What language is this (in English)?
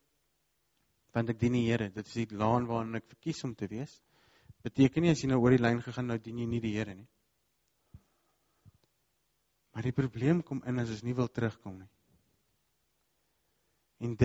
Afrikaans